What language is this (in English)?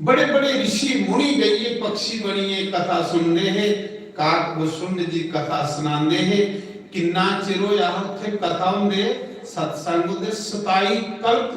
Dogri